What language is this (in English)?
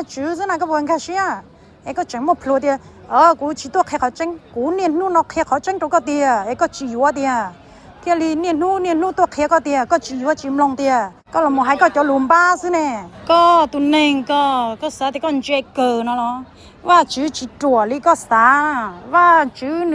Hmong